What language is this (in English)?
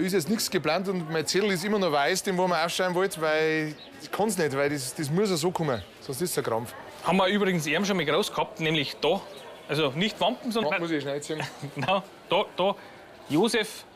Bavarian